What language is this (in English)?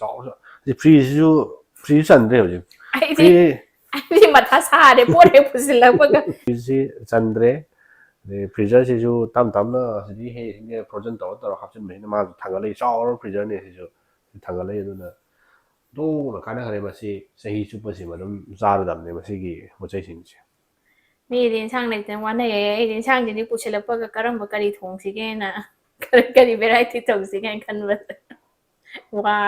Manipuri